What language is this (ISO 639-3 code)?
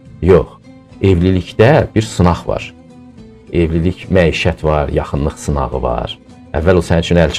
aze